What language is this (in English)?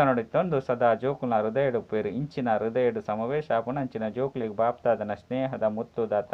Tulu